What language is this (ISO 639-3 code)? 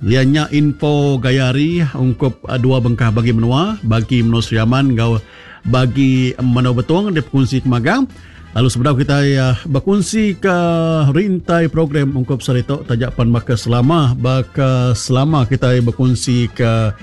iba